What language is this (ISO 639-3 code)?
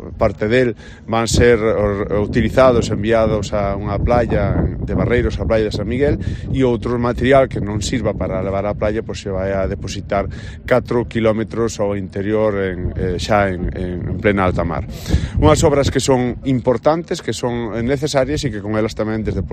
glg